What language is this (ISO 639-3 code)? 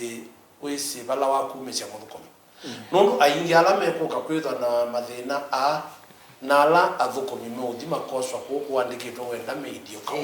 kam